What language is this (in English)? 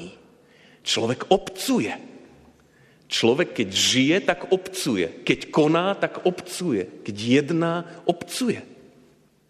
Slovak